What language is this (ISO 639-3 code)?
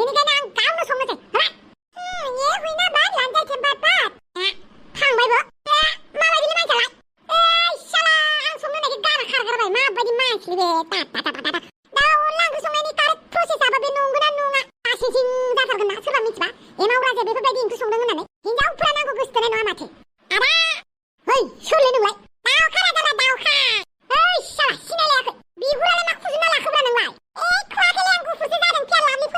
brx